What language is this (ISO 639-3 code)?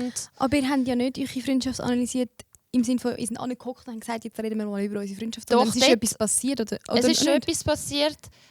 gsw